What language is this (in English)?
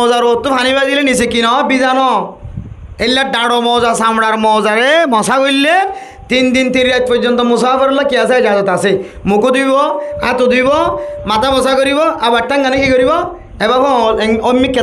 Rohingya